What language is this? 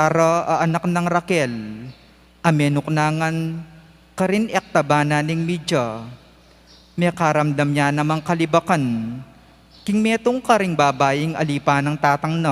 Pampanga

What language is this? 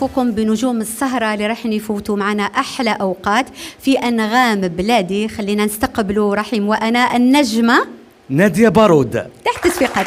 Algerian Arabic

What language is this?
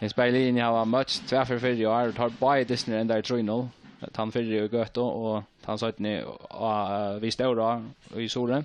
Faroese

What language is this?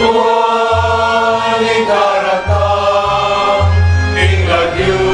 Pampanga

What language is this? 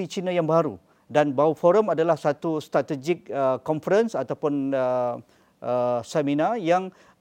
Malay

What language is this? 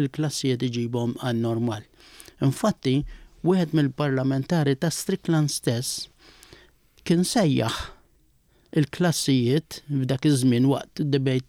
Maltese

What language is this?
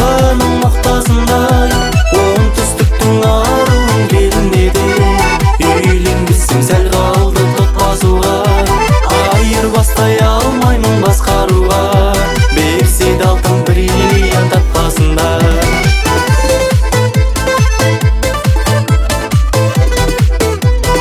Kazakh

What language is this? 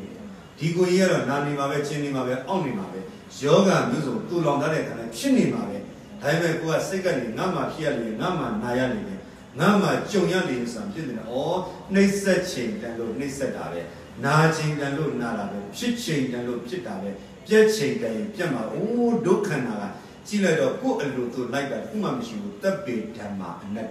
Burmese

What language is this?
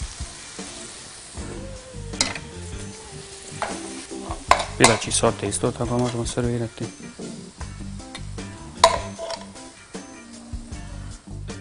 Bosnian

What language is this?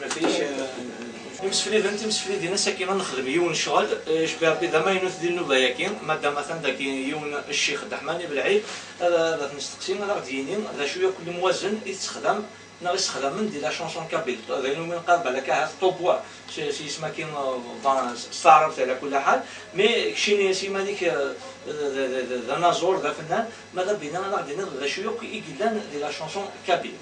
Kabyle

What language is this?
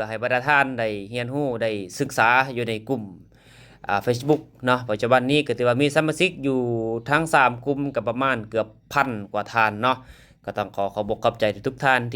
Lao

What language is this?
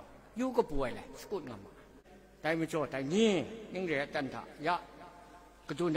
Kachin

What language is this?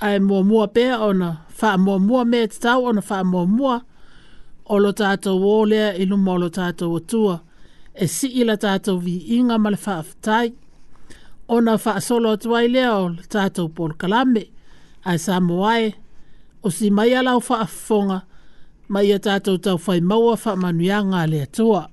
Samoan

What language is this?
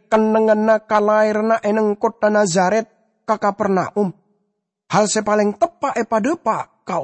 Madurese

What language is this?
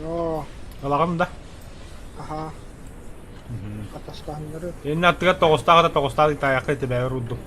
Yakut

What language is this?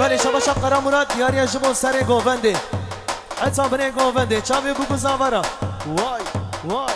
Kurdish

